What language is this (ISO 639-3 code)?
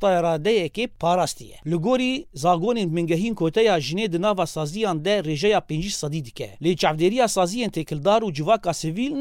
kur